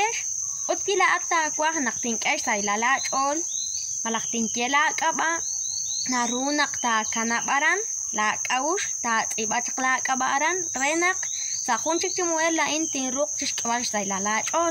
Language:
Kekchí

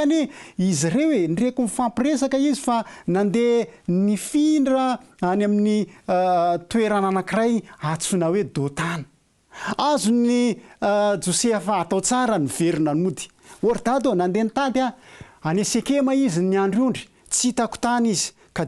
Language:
Malagasy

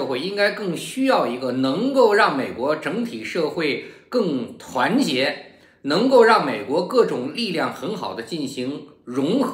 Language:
Chinese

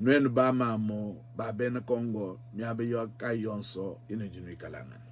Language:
Luba-Lulua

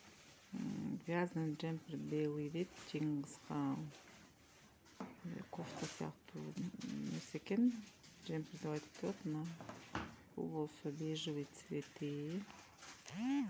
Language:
Kyrgyz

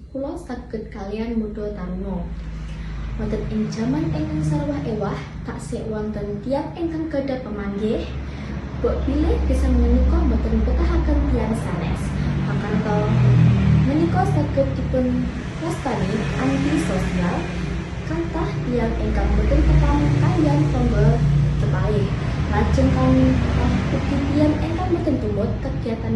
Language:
Javanese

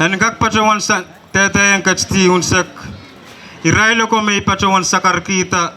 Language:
Pohnpeian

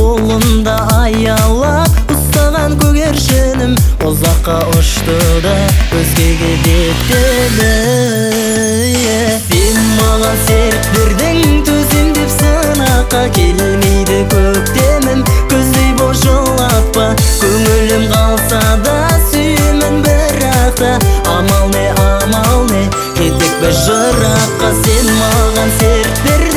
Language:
Kazakh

